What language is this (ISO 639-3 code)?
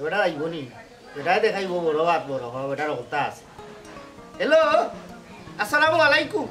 syl